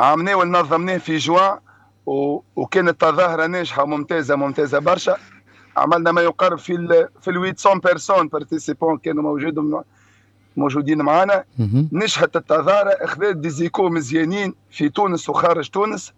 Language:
Tunisian Arabic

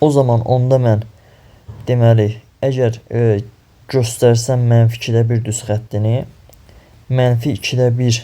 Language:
Azerbaijani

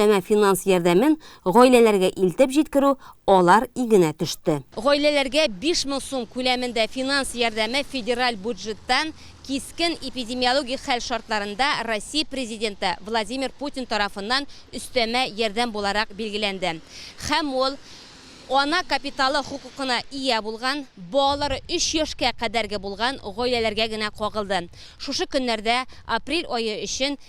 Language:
Tatar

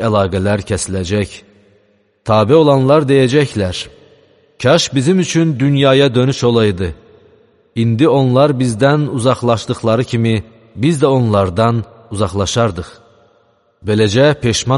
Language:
Azerbaijani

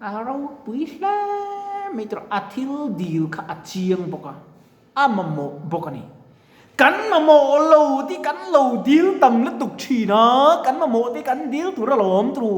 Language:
Mizo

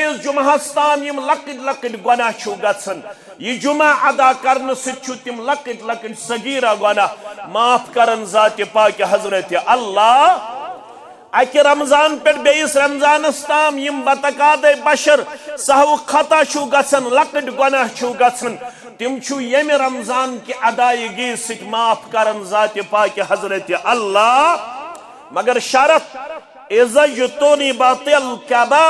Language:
Kashmiri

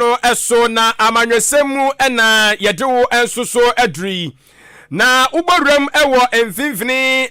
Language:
Akan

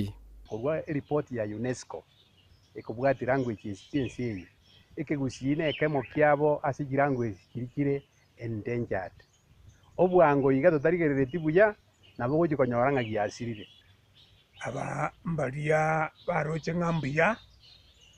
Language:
Gusii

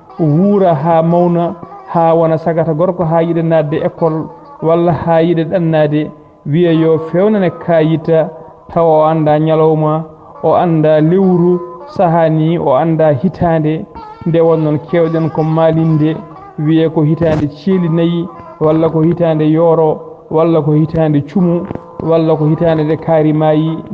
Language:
Fula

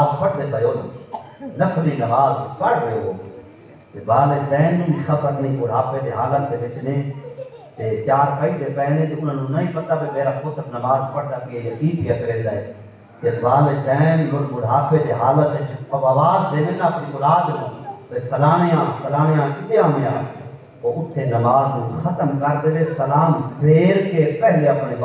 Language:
Saraiki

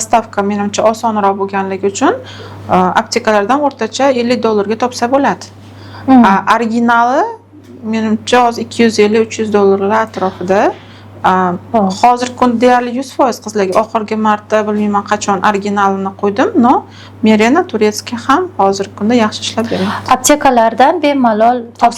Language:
Uzbek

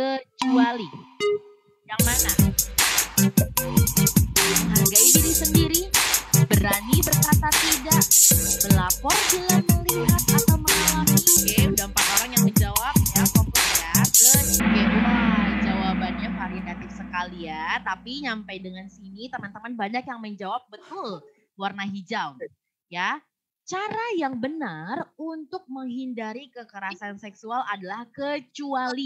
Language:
Indonesian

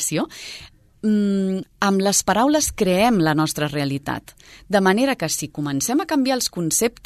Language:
Catalan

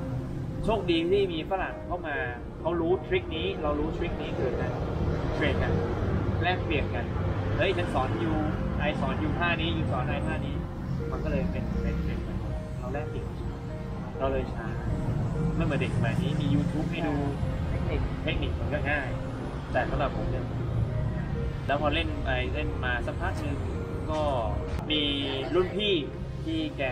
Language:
Thai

